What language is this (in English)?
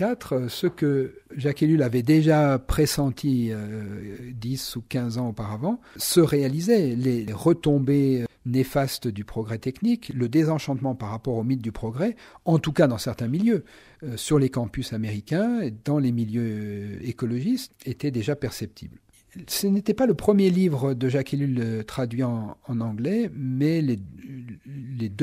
French